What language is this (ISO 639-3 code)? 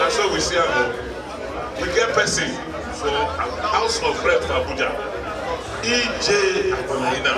pcm